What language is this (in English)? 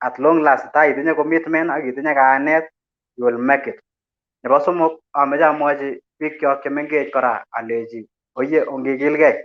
Kalenjin